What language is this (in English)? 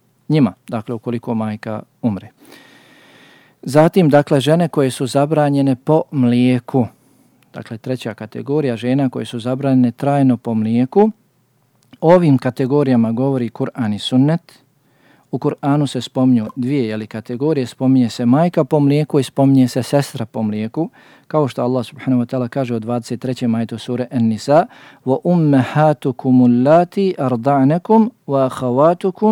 Bosnian